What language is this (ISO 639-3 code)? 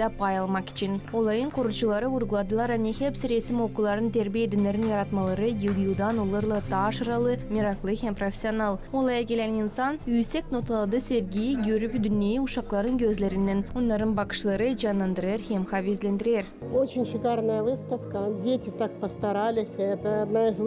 gag